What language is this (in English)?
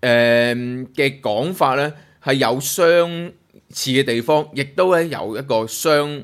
Cantonese